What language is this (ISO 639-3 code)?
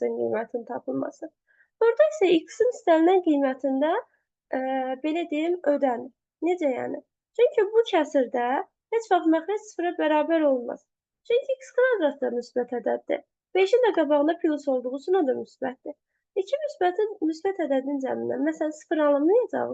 aze